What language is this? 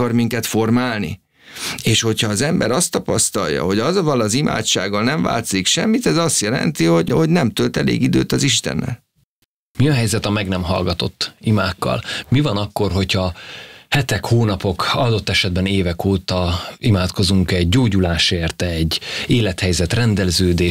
Hungarian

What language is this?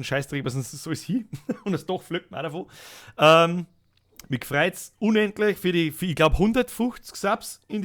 Bavarian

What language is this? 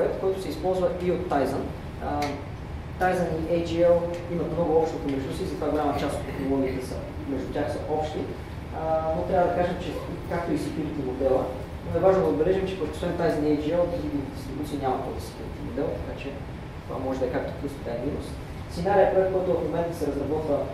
Bulgarian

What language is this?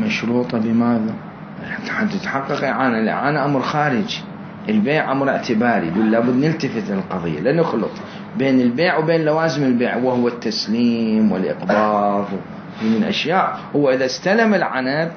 Mesopotamian Arabic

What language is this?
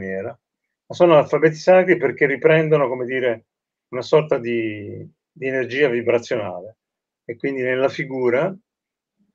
Italian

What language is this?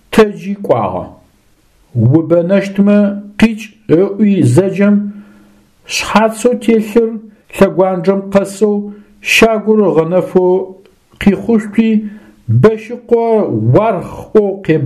Adyghe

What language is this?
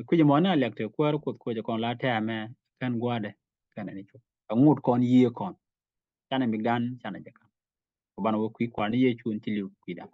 Nuer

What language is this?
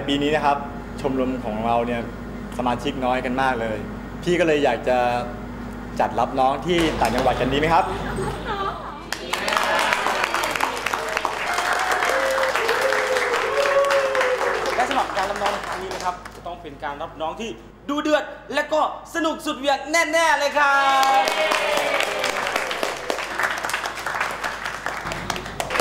Thai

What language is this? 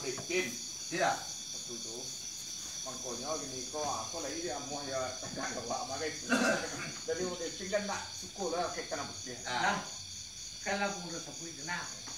Minangkabau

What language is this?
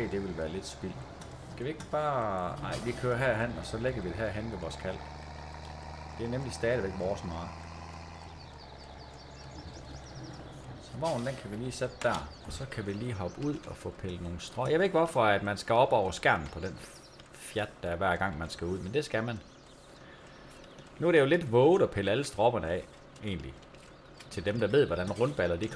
Danish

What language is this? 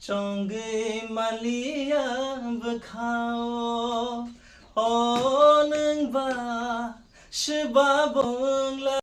Kok Borok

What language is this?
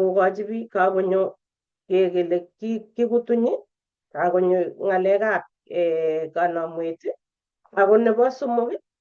Kalenjin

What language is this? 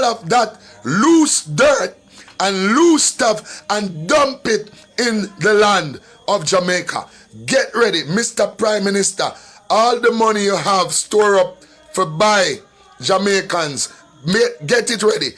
Jamaican Creole English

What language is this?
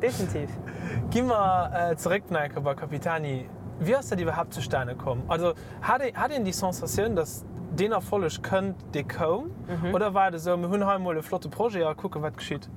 Luxembourgish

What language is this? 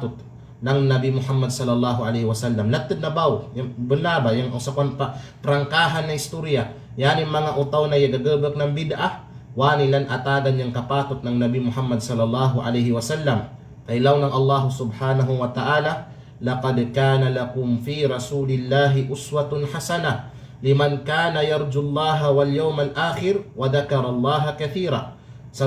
Kalagan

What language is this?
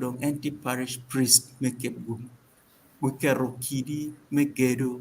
Acoli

